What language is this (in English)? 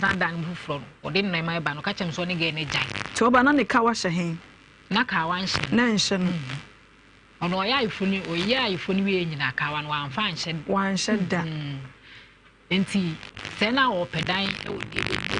Akan